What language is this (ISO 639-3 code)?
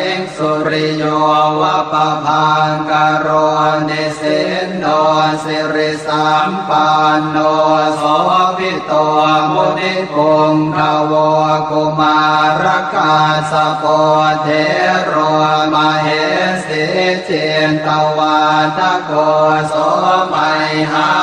pli